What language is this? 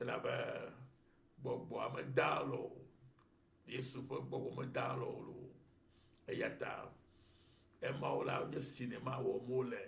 Ewe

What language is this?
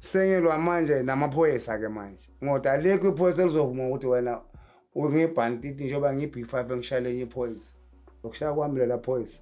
Zulu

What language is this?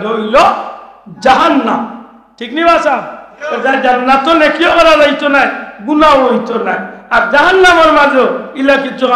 Sylheti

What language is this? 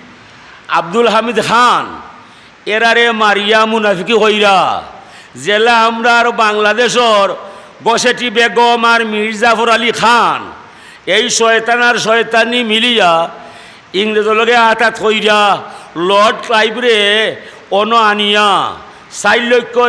Sylheti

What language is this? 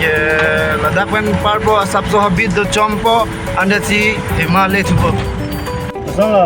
Karbi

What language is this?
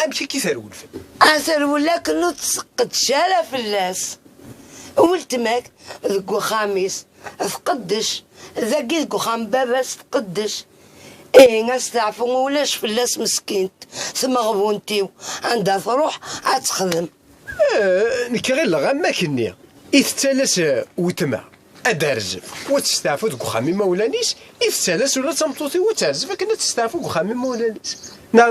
Kabyle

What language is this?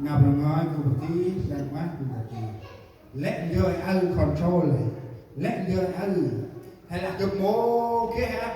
Central Mnong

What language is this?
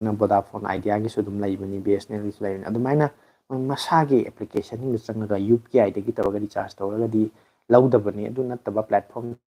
Manipuri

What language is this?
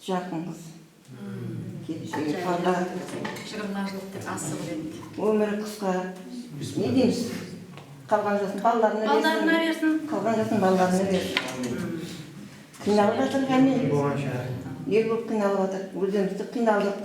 Kara-Kalpak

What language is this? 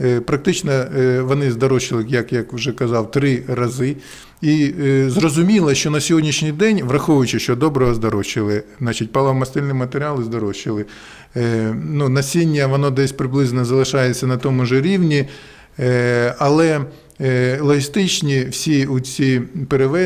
Ukrainian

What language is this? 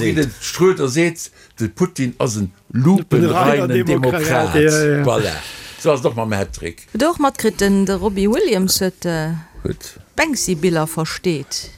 Luxembourgish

